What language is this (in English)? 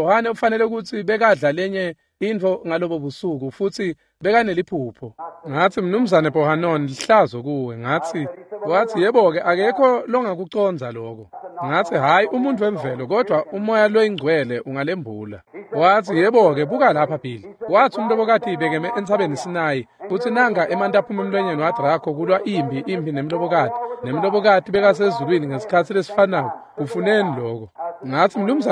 Swati